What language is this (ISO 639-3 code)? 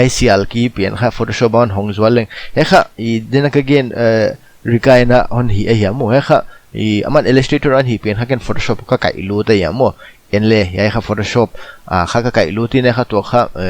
pck